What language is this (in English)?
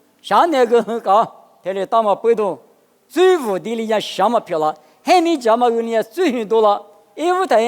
Lisu